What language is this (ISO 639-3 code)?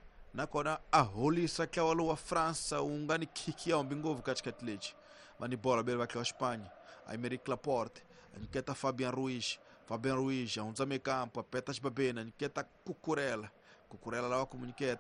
tso